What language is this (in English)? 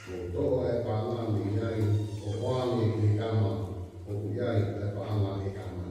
Tongan